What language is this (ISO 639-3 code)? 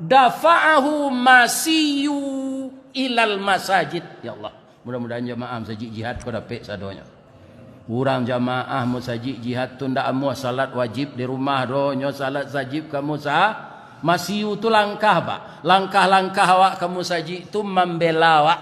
min